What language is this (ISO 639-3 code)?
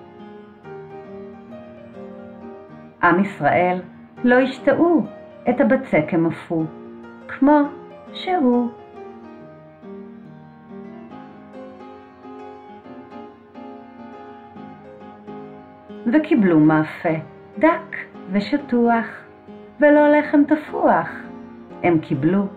heb